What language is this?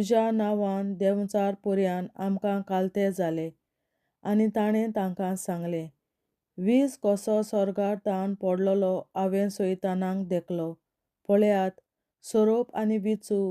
Konkani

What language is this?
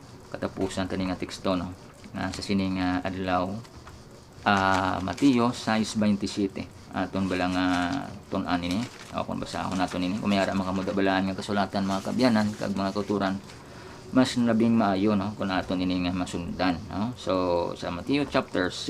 Hiligaynon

